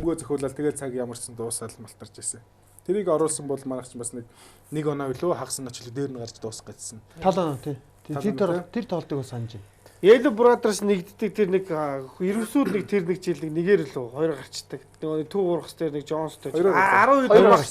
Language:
Mongolian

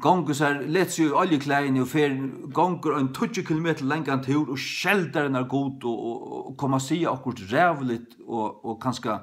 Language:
Faroese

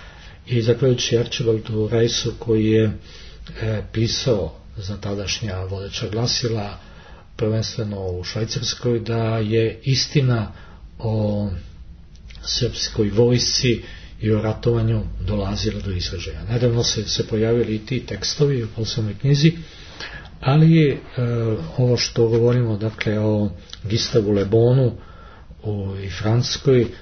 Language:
Serbian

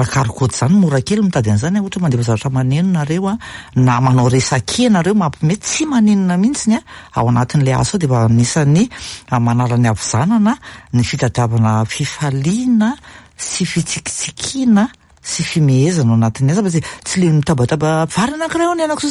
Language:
Malagasy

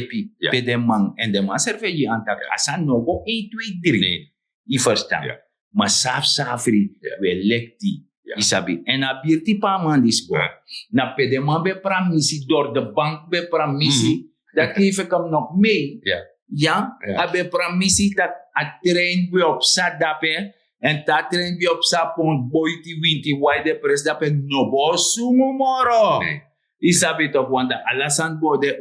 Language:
Sranan Tongo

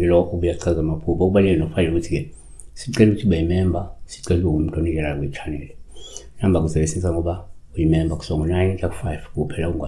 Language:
Zulu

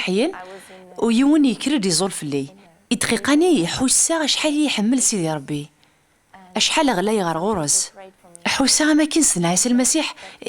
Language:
Kabyle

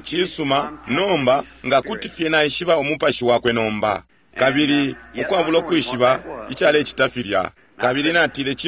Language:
Bemba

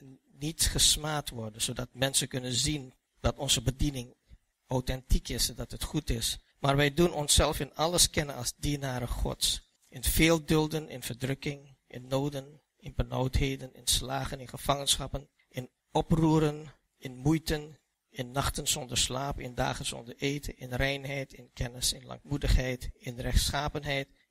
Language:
Dutch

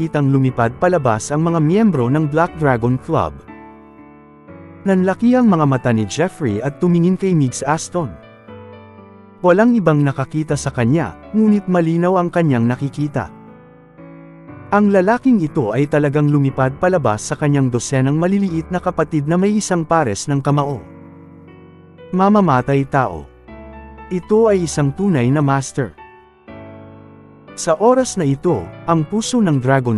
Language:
Filipino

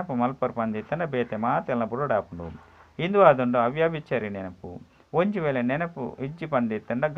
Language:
Tulu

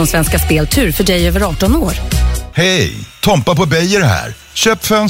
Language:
Swedish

